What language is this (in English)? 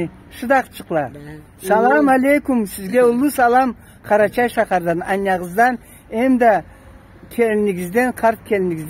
Karachay-Balkar